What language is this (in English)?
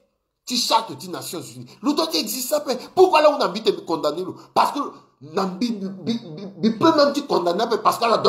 Sango